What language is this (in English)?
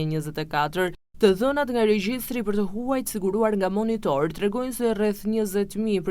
Albanian